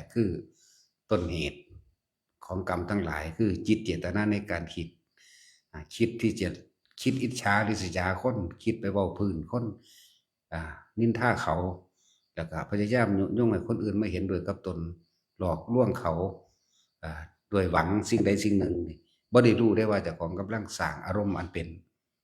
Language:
Northeastern Thai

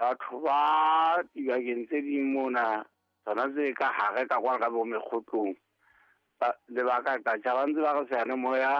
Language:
Southern Sotho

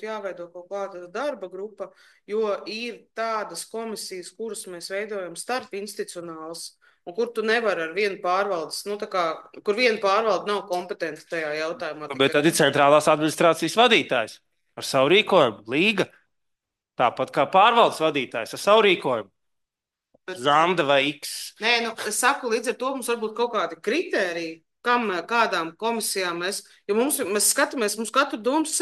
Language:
Latvian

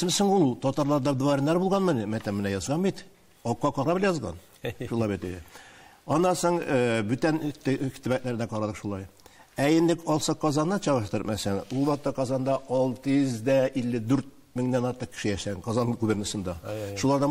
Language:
Tatar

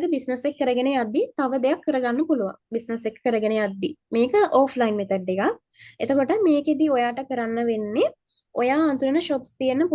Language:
Sinhala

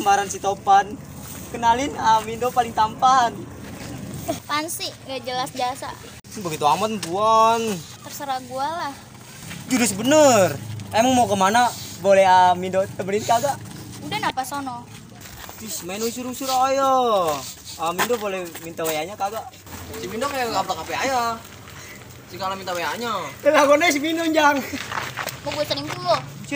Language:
Betawi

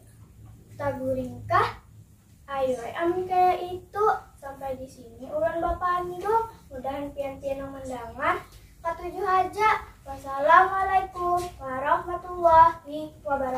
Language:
Banjar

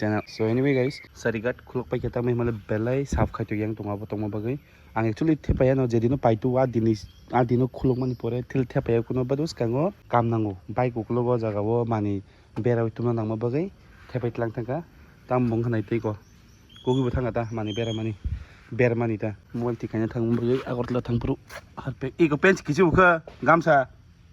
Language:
Kok Borok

